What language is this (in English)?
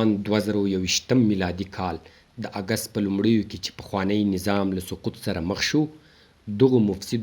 Pashto